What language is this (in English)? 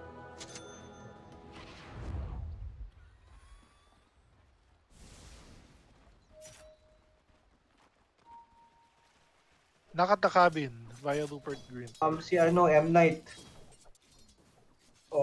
Filipino